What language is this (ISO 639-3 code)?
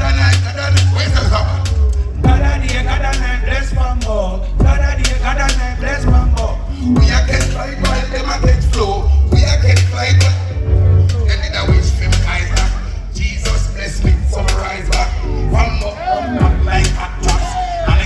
jam